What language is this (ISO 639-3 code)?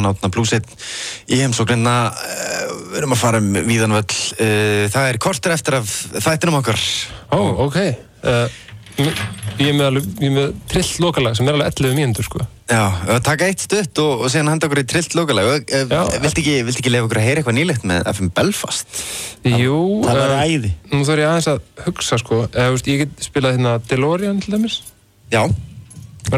isl